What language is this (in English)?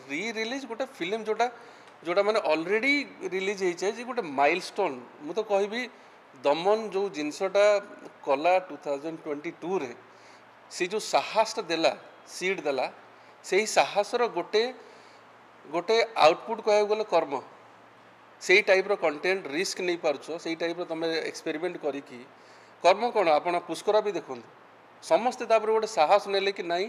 Odia